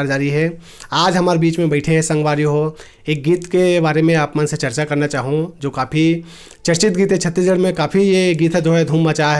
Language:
Chhattisgarhi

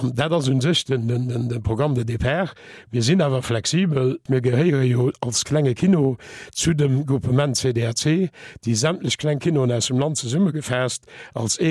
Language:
Luxembourgish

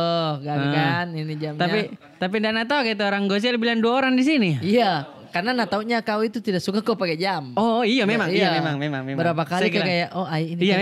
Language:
Makassar Malay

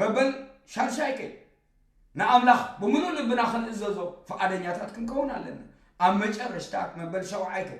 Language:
Tigrinya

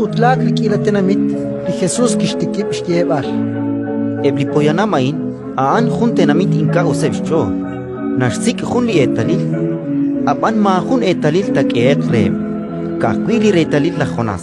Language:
Kekchí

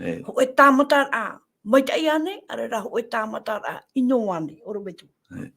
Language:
Tahitian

